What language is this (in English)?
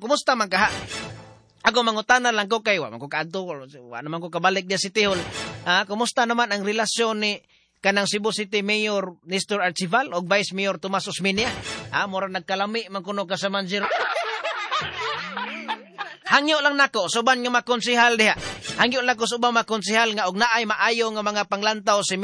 Cebuano